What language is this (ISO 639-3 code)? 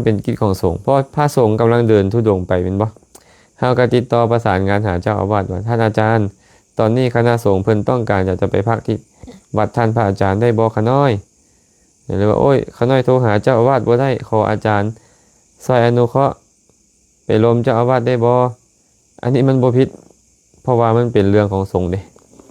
lao